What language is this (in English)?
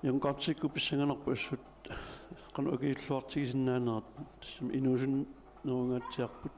Kalaallisut